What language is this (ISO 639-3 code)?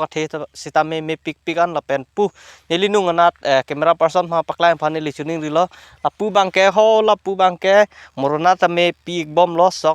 mjw